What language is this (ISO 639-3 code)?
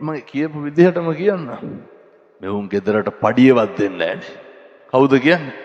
sin